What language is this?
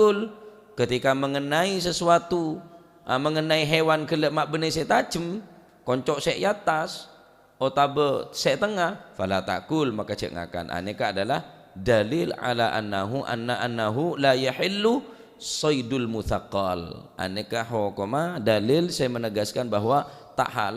Madurese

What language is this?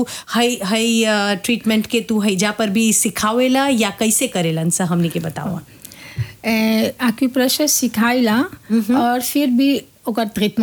Bhojpuri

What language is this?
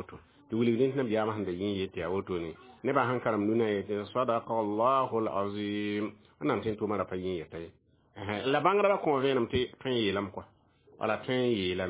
Mossi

